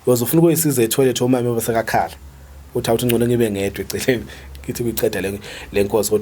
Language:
Zulu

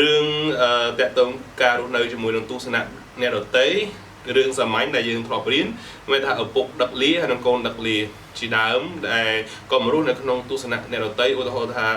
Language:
Khmer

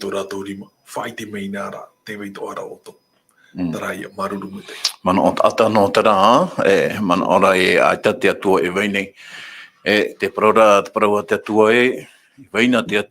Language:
Tahitian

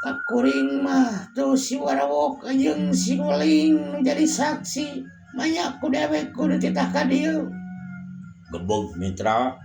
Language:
Sundanese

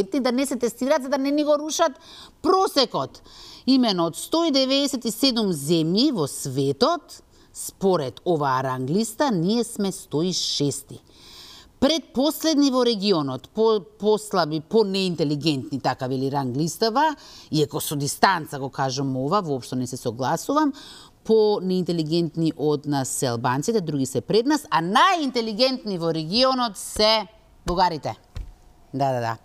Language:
Macedonian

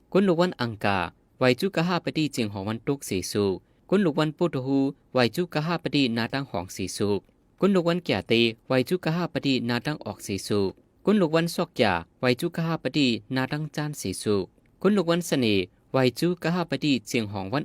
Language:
Shan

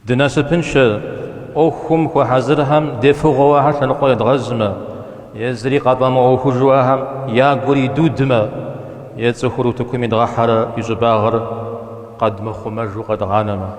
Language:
Kabardian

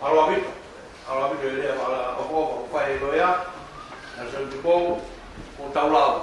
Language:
Tongan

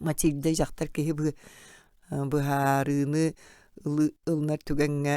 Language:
Yakut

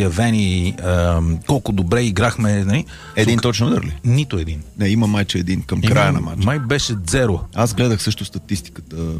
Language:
Bulgarian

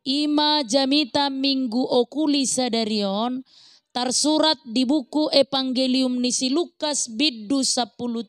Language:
Batak Toba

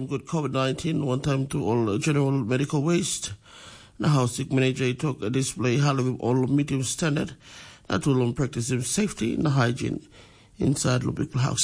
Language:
Tok Pisin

